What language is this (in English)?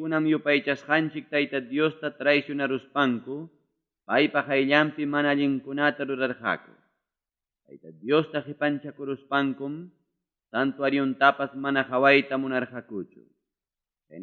Ayacucho Quechua